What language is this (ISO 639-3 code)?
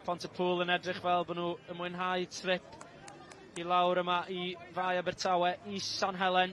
cym